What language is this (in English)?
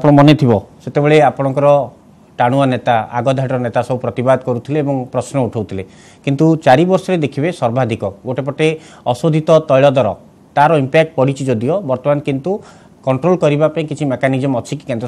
Odia